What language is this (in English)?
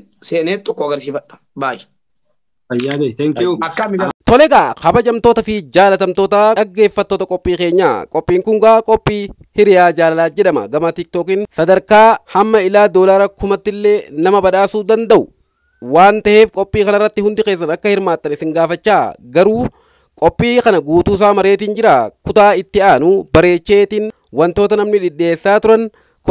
Oromo